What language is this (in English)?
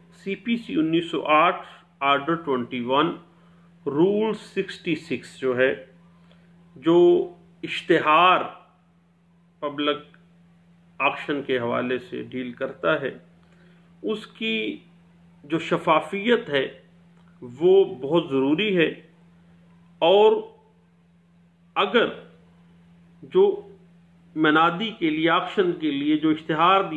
Urdu